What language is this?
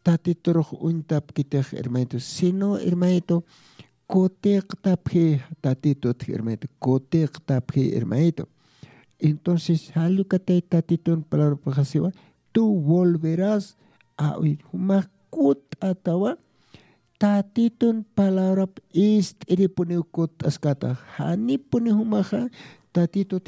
Aymara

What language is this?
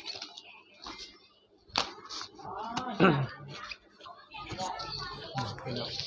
Lao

